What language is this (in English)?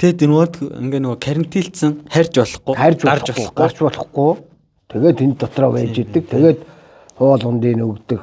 Mongolian